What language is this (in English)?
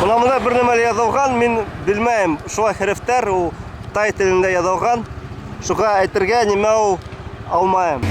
Bashkir